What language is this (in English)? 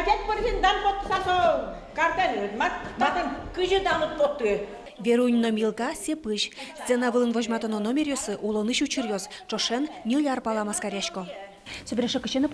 Udmurt